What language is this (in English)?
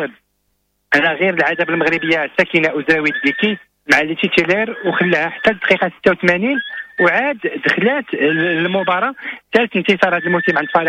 Moroccan Arabic